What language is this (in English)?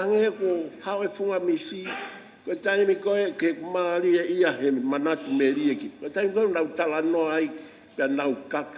Tongan